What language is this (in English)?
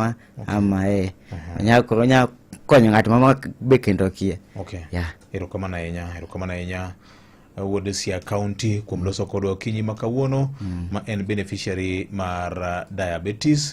Luo (Kenya and Tanzania)